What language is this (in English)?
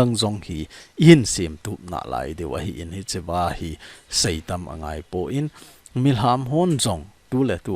Thado Chin